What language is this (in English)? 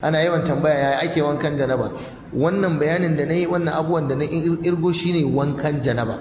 Hausa